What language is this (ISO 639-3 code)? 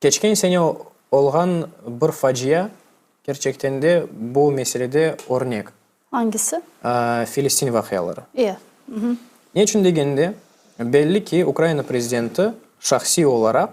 crh